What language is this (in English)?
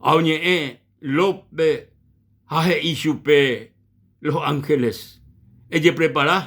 Guarani